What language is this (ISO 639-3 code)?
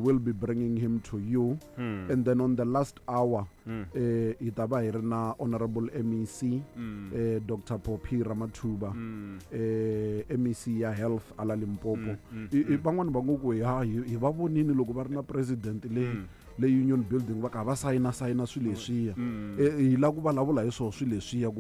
tso